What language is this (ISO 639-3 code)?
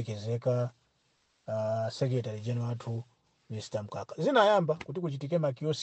nya